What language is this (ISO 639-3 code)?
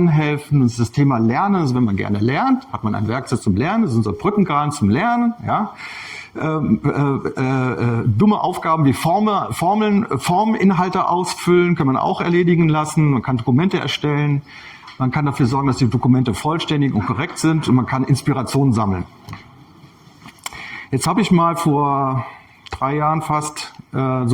deu